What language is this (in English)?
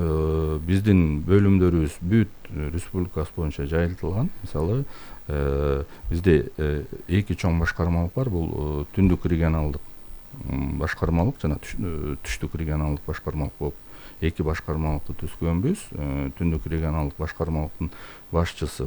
Kyrgyz